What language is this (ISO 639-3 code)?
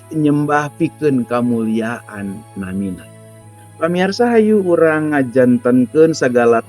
sun